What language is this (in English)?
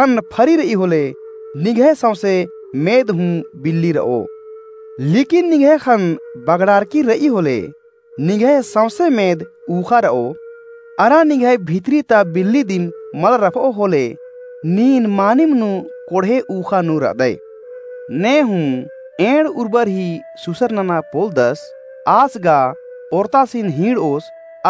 Kurukh